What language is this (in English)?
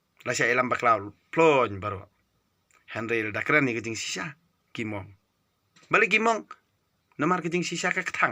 Khasi